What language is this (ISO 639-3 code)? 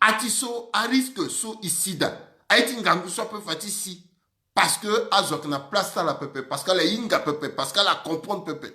sag